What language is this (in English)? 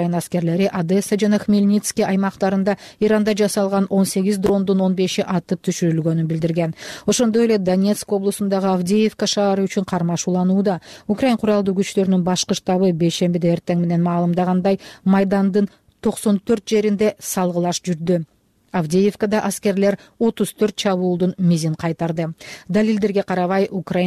Kyrgyz